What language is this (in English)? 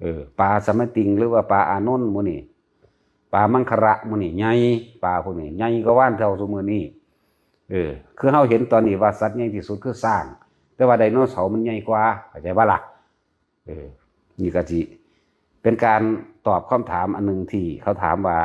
Northeastern Thai